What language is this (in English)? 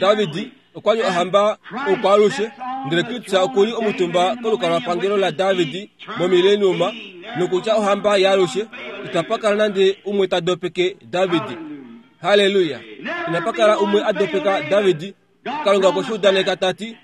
Kuanyama